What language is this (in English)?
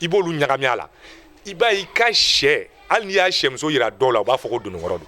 Bambara